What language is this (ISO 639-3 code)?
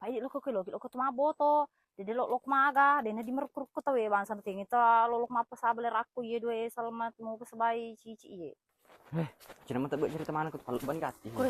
bug